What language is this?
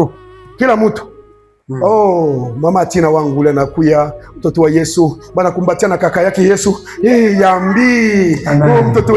Swahili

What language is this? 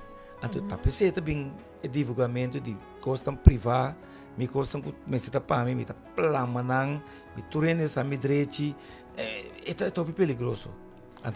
Papiamento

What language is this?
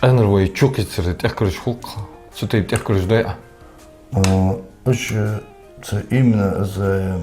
Ingush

